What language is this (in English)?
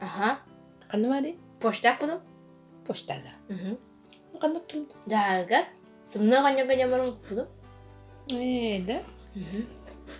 Yakut